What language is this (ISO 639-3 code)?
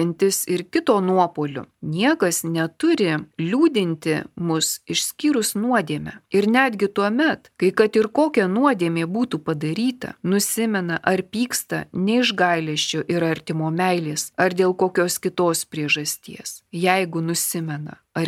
lit